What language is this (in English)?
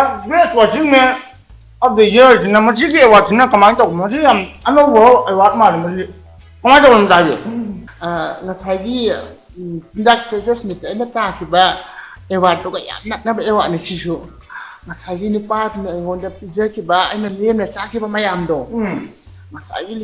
Manipuri